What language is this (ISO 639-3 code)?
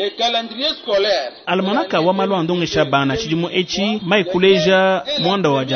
lua